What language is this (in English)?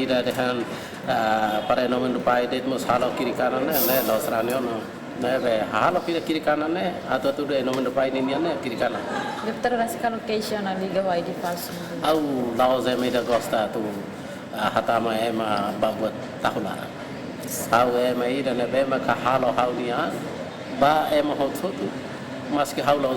Tetum